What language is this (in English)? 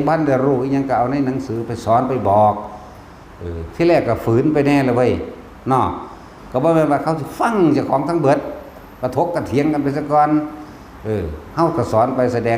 Northeastern Thai